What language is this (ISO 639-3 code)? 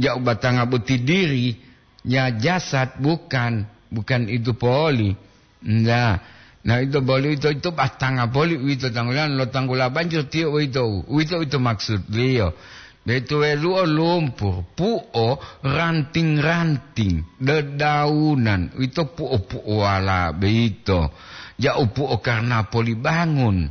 gor